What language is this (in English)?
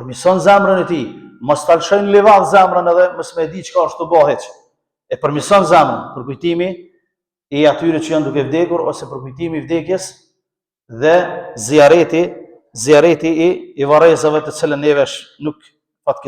Albanian